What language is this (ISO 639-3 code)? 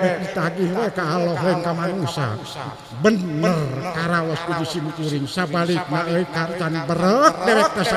sun